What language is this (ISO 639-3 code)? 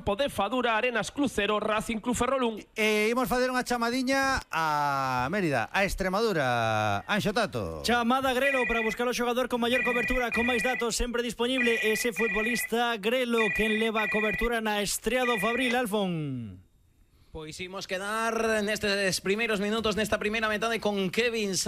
glg